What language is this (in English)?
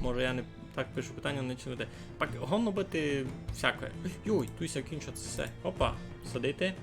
Rusyn